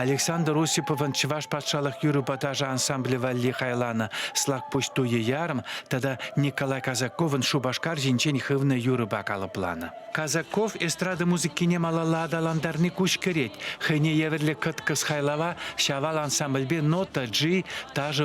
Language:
Chuvash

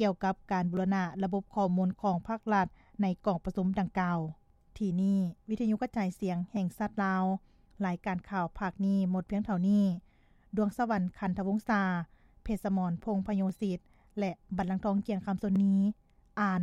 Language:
Lao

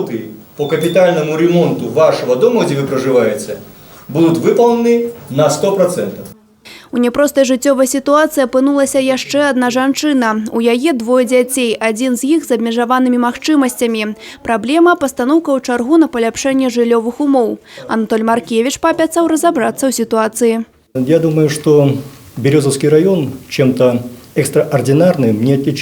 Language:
Belarusian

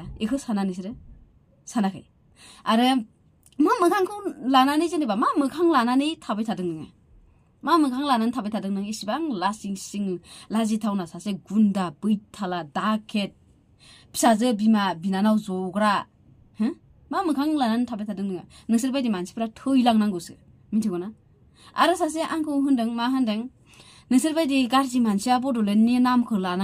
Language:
Bodo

